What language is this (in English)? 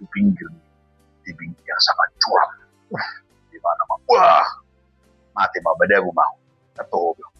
Batak Toba